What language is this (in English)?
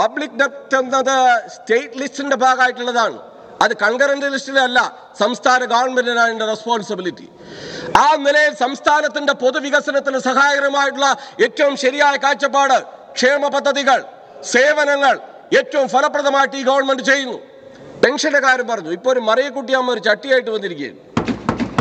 Malayalam